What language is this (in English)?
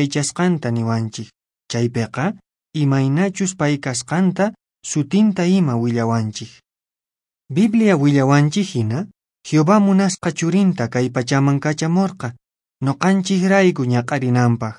Quechua